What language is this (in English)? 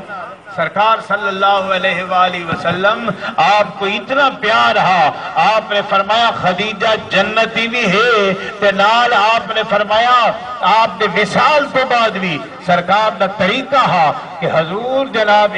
Saraiki